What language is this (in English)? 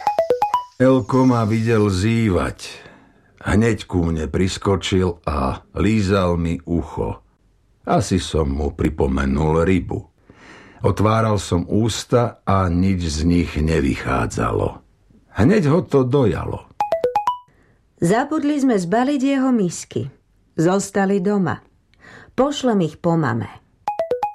Slovak